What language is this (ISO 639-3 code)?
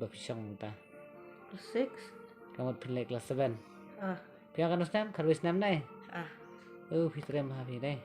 kha